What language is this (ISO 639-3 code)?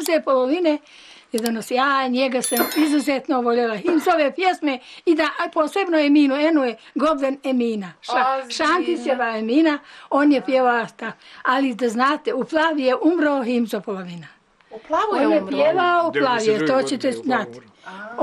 bos